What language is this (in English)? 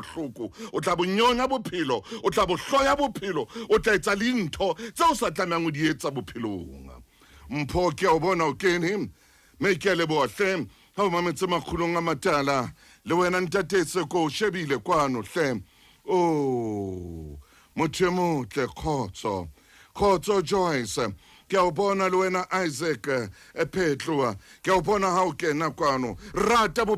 Southern Sotho